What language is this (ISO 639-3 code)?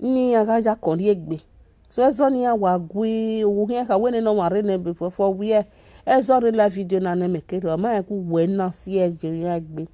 pcm